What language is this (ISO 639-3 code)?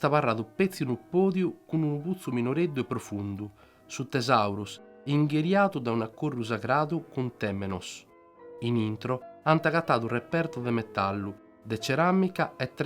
srd